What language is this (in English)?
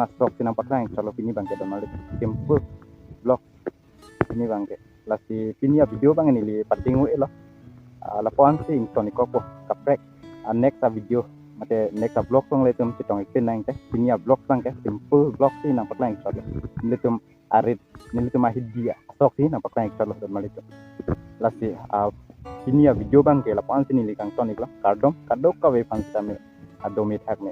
Karbi